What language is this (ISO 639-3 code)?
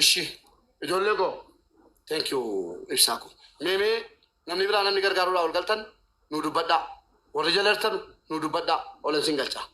orm